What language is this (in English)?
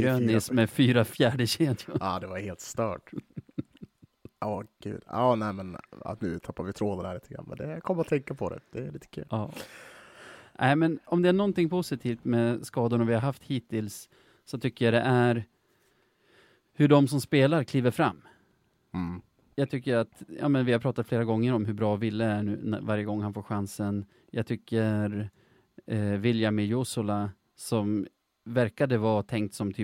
Swedish